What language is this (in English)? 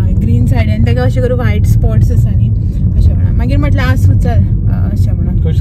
Konkani